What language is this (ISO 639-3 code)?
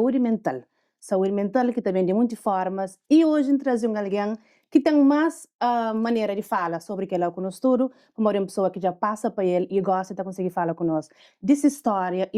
kea